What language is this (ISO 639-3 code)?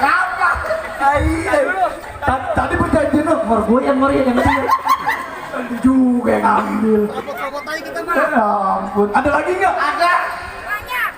bew